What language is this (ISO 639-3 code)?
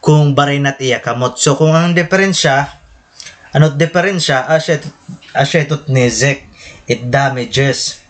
war